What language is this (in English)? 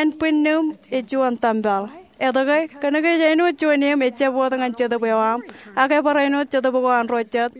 Marshallese